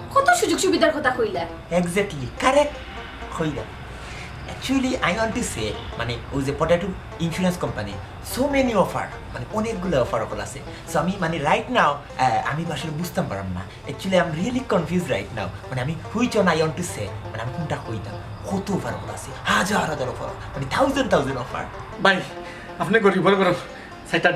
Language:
Sylheti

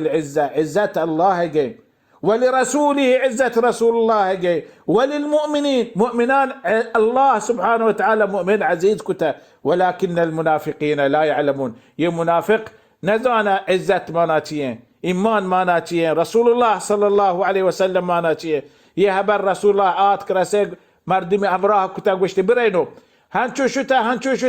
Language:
Baluchi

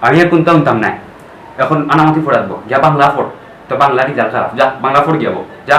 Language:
Sylheti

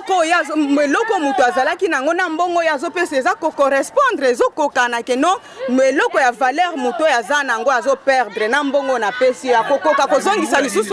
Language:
Lingala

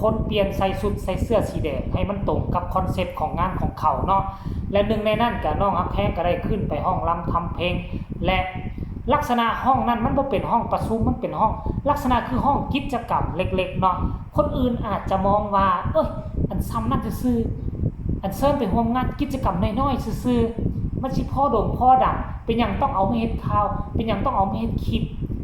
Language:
Northeastern Thai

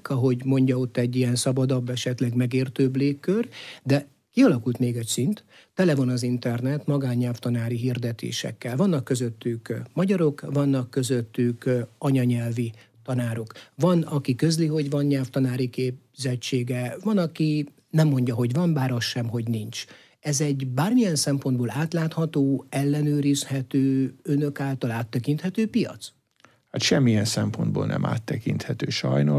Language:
Hungarian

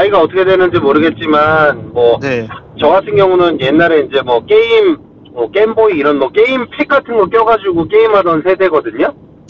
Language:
Korean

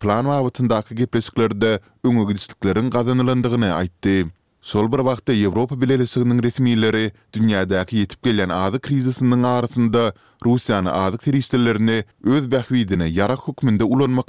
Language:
Turkmen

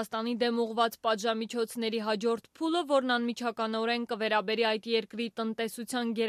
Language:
Armenian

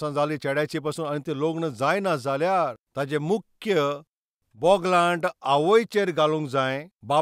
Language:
Konkani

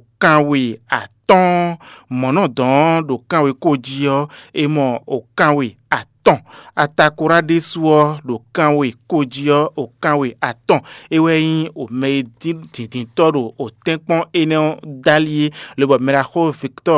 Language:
Fon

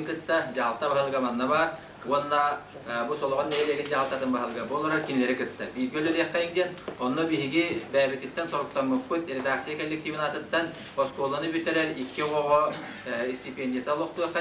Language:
Yakut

